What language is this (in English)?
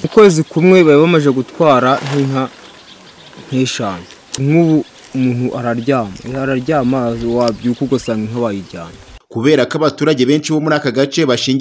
Kinyarwanda